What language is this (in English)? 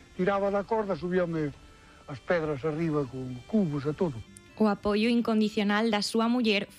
Galician